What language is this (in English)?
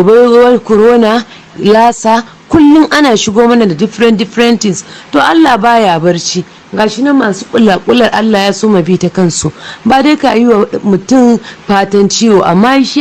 Hausa